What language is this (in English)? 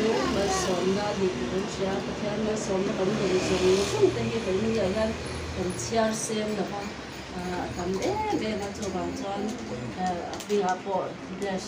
Mizo